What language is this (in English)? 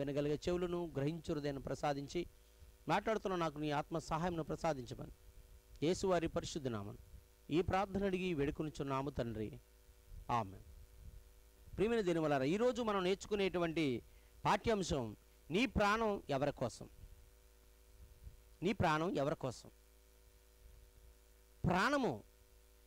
Telugu